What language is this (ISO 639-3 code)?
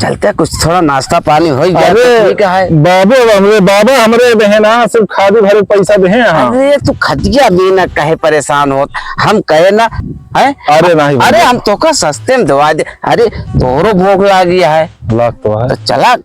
awa